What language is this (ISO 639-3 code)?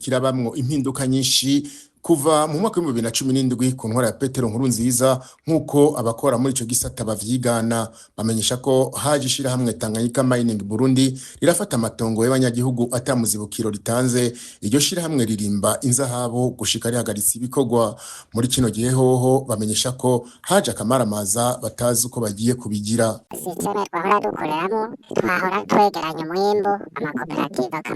run